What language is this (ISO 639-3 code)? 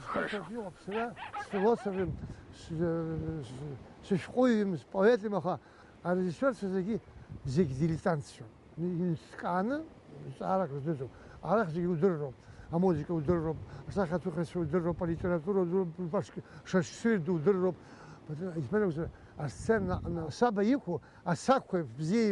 abk